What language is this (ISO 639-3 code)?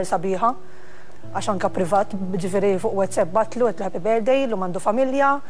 mlt